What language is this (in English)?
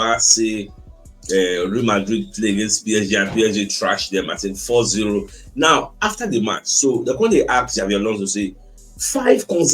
Nigerian Pidgin